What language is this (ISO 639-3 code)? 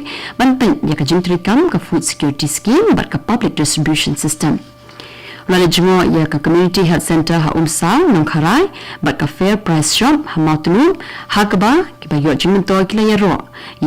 kha